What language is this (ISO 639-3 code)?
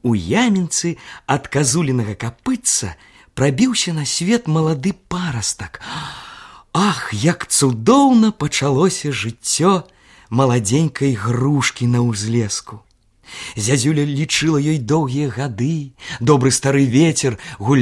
bel